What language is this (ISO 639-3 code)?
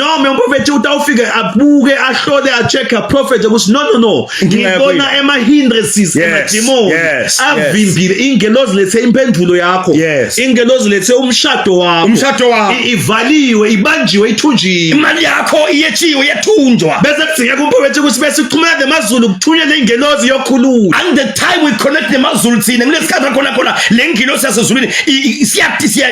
zul